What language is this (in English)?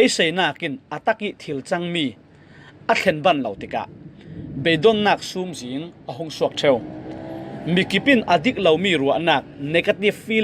Falam Chin